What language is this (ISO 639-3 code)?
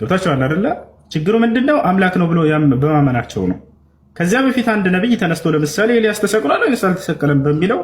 amh